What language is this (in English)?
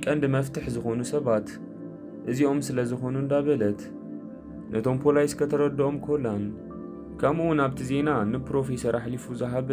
Tigrinya